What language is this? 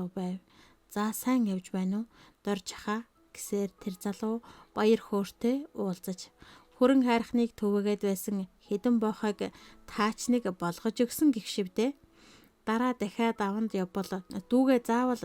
Mongolian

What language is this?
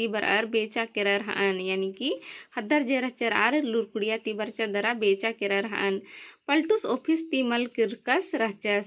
Kurukh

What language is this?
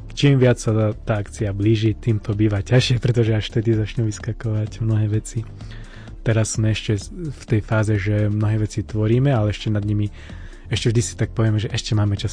Slovak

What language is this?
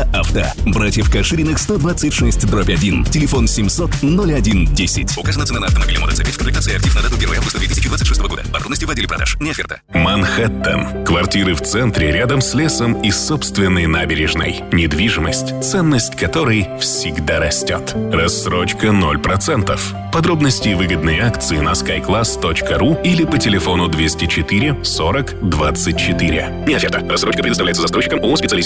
Russian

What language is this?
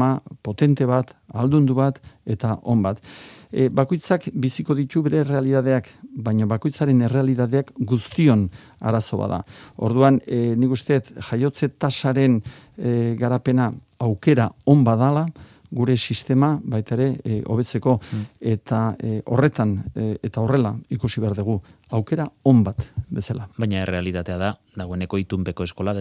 Basque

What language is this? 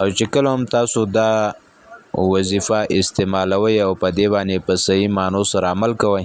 Pashto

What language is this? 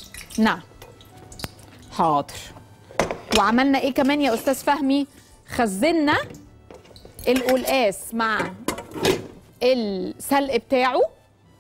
Egyptian Arabic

